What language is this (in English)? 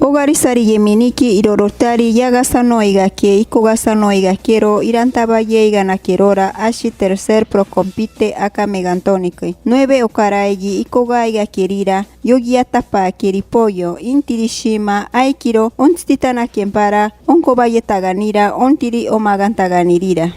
Machiguenga